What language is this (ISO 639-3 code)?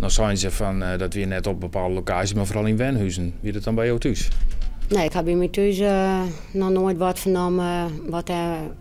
fry